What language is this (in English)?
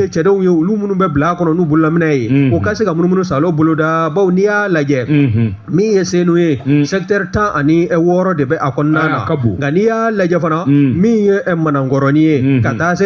Bambara